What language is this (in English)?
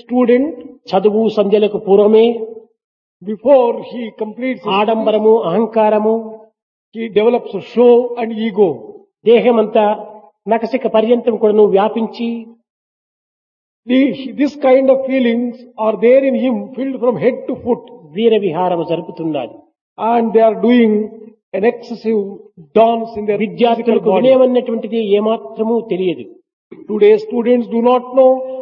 Telugu